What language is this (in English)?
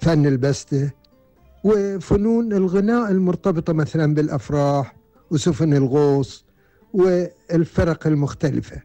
Gulf Arabic